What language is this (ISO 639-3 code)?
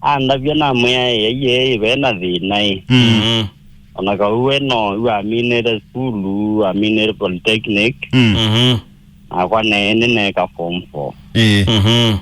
kam